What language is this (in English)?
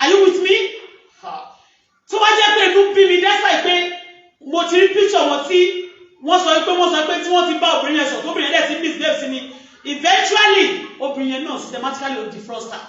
Yoruba